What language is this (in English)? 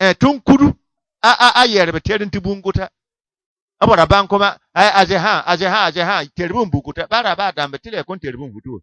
Bissa